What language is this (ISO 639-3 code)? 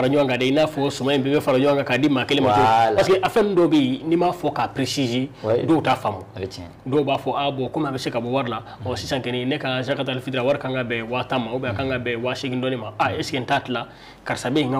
bam